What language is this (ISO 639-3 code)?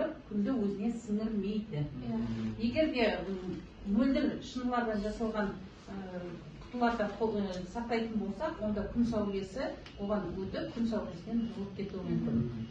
kaz